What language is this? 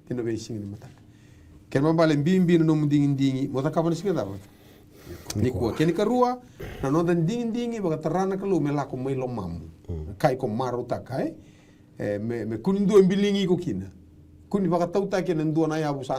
Fijian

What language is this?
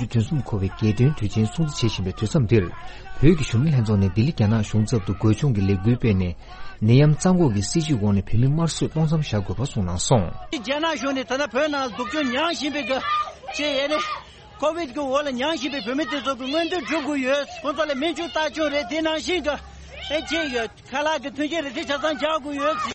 Tibetan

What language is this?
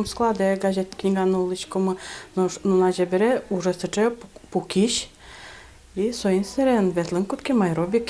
Udmurt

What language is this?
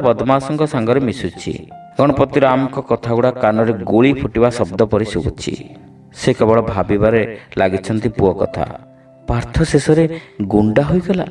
Odia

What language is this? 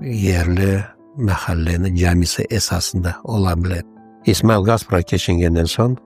Crimean Tatar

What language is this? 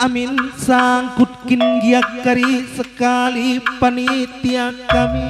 Batak Karo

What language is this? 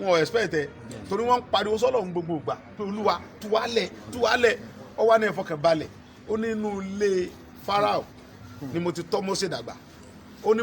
Yoruba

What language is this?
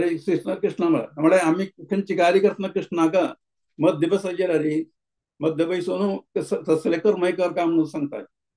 Konkani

